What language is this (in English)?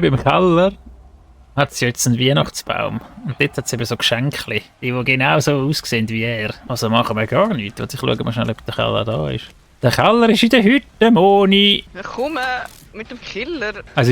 Swiss German